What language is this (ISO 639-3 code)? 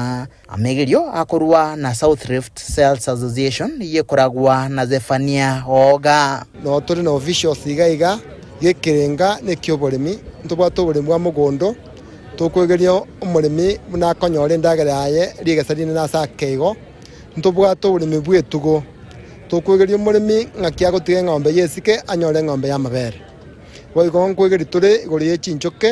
guz